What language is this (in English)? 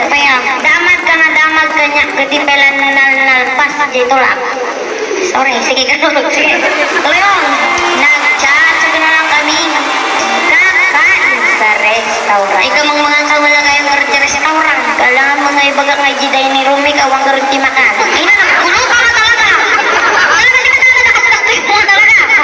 Iloko